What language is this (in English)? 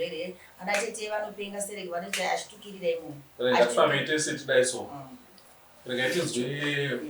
Shona